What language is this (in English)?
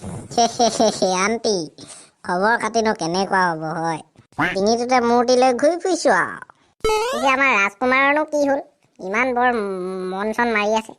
Assamese